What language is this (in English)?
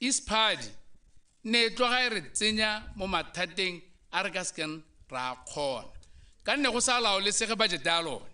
Tswana